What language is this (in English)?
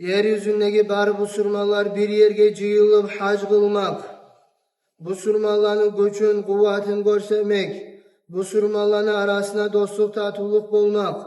Kumyk